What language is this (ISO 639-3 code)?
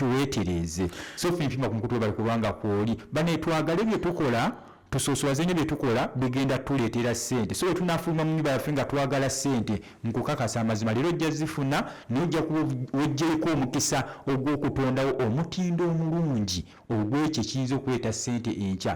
lug